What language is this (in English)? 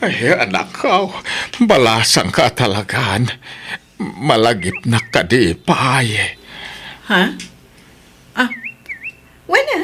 Iloko